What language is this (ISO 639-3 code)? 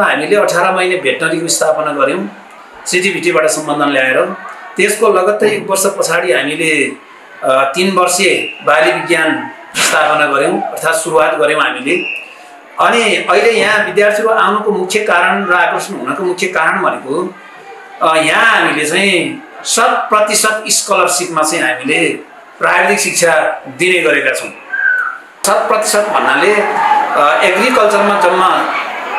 nep